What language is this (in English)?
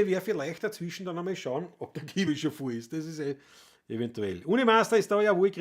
Bavarian